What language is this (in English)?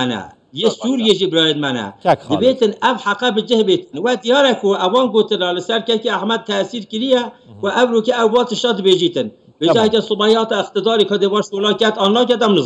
Kurdish